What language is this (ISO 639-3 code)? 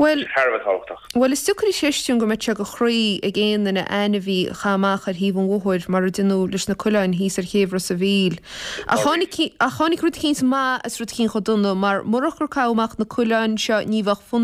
gle